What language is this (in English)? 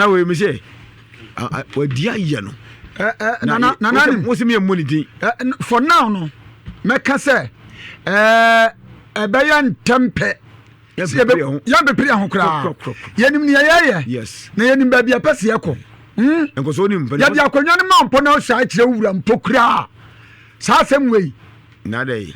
Akan